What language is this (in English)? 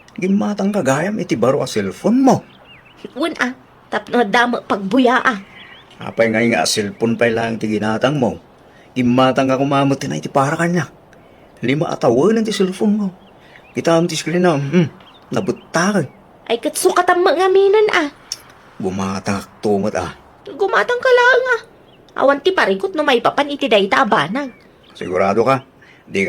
Iloko